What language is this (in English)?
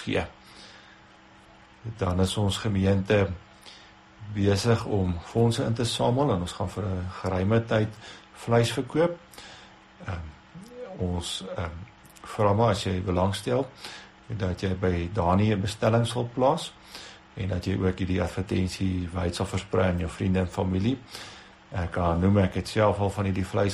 Afrikaans